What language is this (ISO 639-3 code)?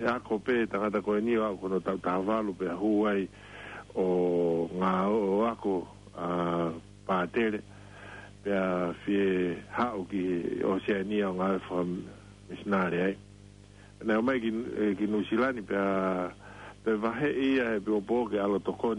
ton